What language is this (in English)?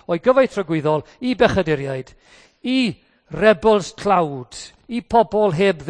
Welsh